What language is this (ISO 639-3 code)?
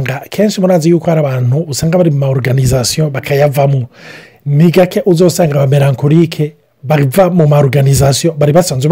run